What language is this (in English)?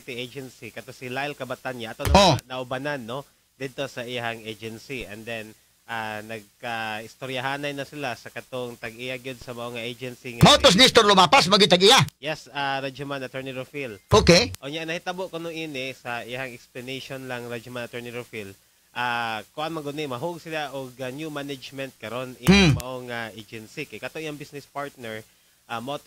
Cebuano